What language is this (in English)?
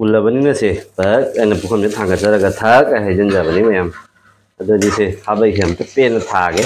Manipuri